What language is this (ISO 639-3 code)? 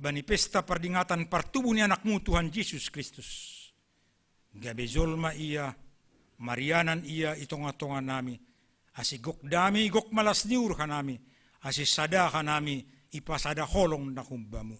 bts